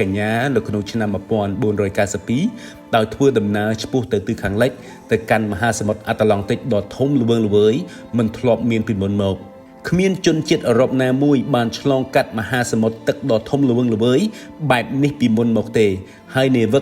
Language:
Khmer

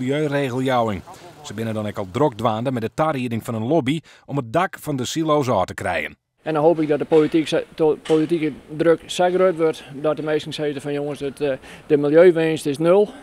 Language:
Western Frisian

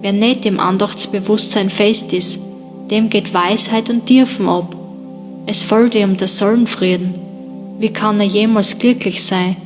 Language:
Bavarian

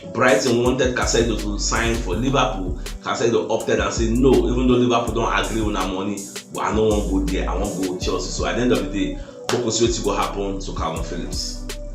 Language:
Nigerian Pidgin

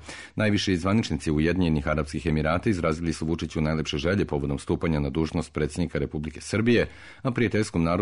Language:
Serbian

